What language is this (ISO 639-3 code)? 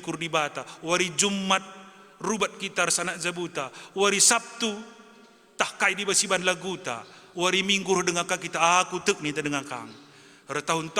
btx